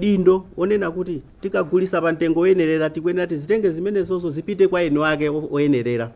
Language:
Nyanja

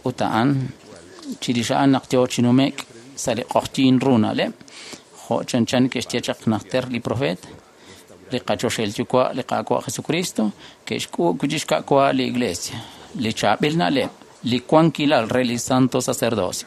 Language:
Kekchí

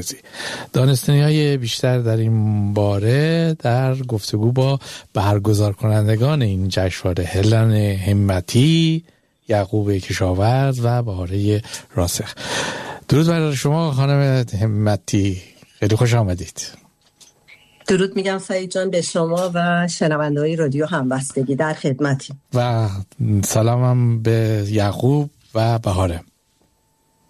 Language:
Persian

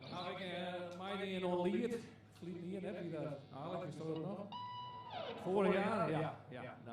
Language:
Western Frisian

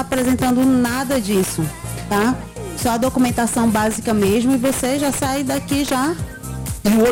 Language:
Portuguese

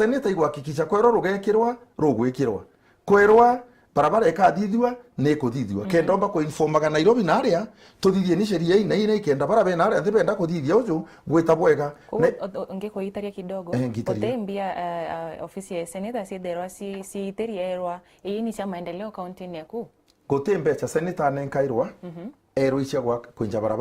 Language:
Meru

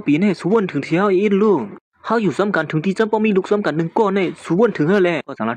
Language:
Shan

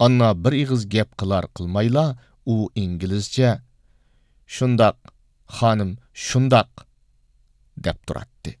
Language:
Uyghur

